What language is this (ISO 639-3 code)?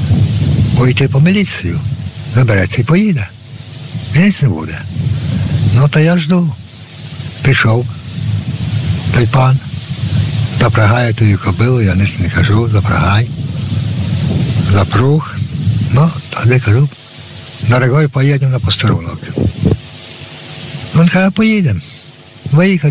ukr